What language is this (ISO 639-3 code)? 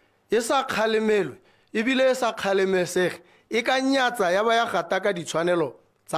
tsn